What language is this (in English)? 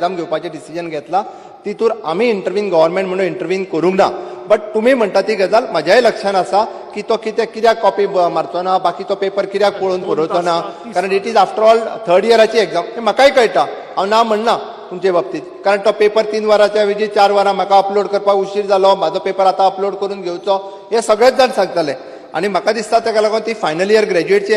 Konkani